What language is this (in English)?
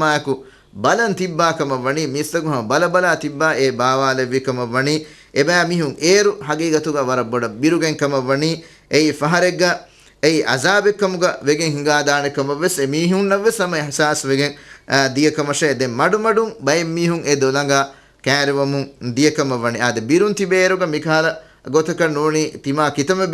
Divehi